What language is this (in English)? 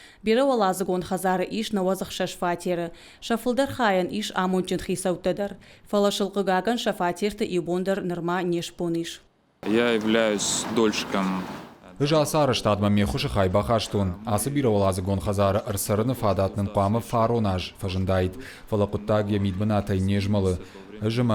Ossetic